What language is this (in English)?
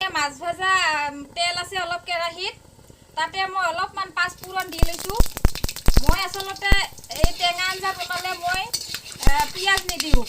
Assamese